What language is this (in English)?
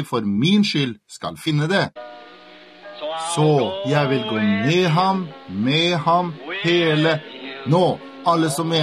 Norwegian